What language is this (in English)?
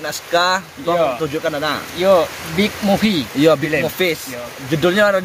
Minangkabau